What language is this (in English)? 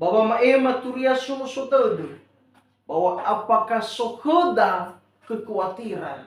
Nias